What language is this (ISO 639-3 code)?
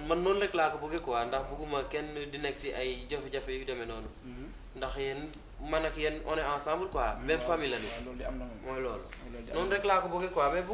wol